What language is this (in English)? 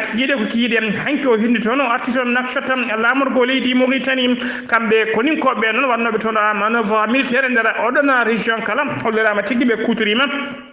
Fula